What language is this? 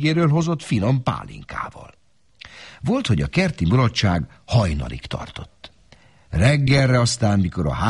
Hungarian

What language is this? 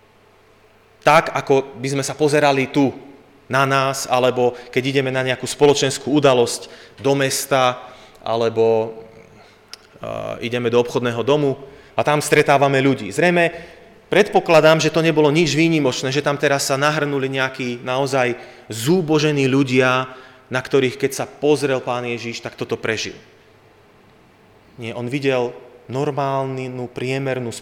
Slovak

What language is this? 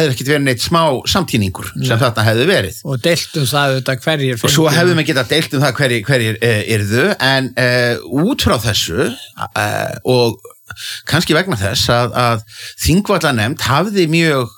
Icelandic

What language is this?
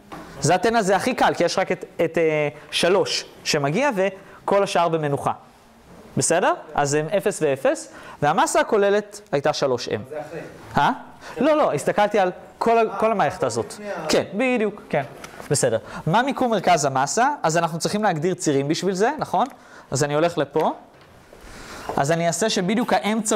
Hebrew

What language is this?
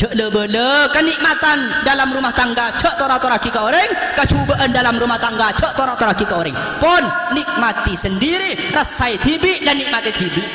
Madurese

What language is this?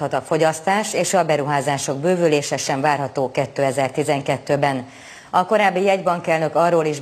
Hungarian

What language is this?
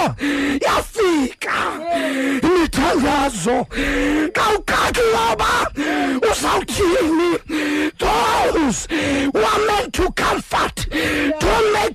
Xhosa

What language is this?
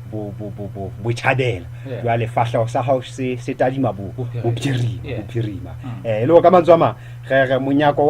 Southern Sotho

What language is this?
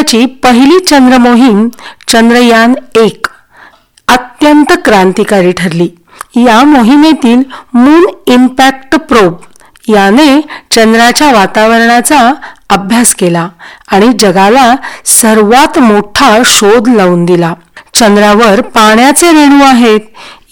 Marathi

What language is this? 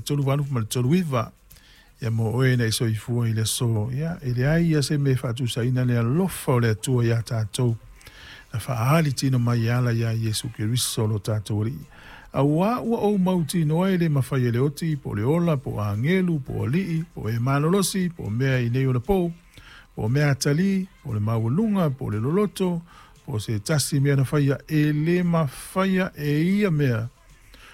Samoan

